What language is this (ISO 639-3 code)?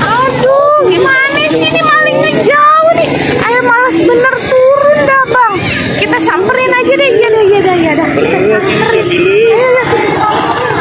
bew